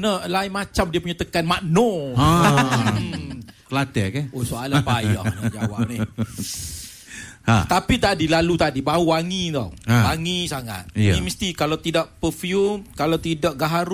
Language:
Malay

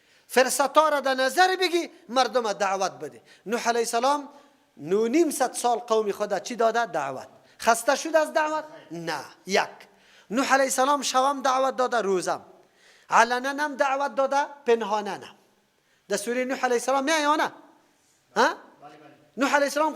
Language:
Persian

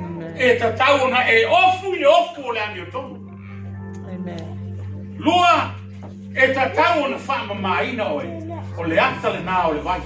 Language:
Samoan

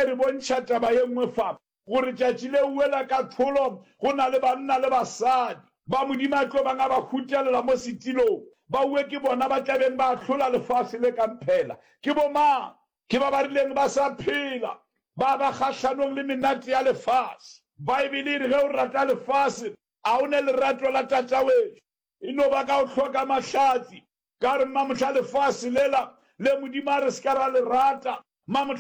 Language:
Northern Sotho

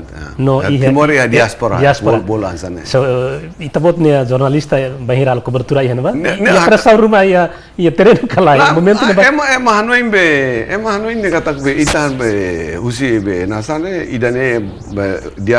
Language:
Tetum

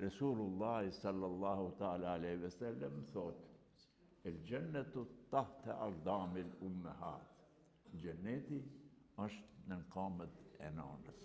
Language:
Albanian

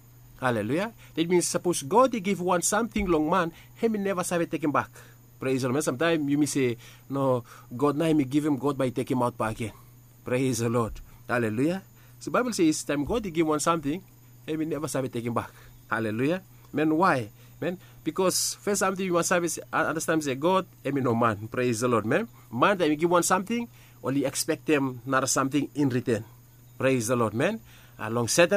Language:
Bislama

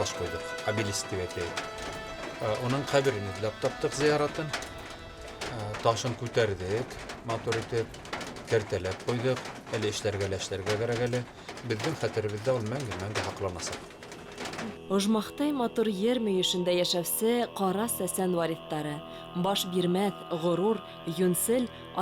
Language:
Bashkir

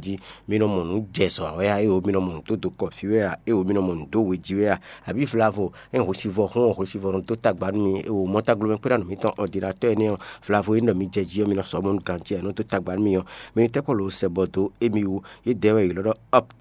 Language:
Fon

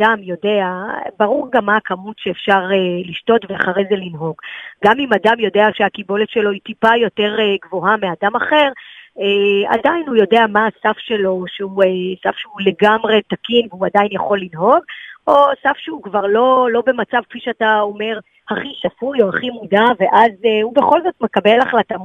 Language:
Hebrew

